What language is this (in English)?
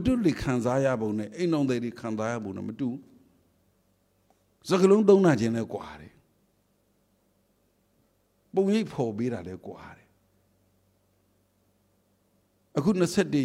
Burmese